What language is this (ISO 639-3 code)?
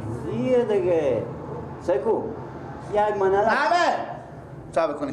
fas